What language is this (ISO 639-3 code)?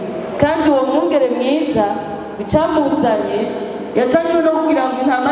run